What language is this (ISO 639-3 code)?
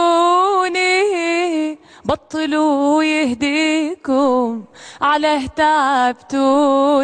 aeb